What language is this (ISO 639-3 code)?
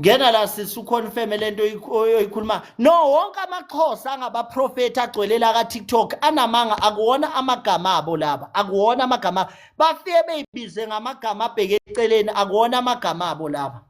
zul